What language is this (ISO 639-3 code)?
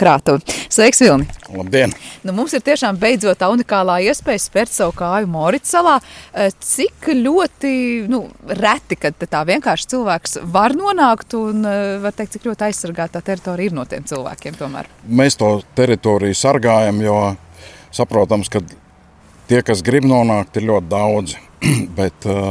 lav